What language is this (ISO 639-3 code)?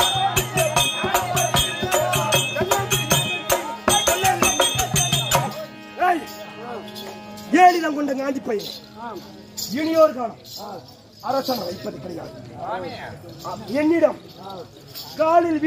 tam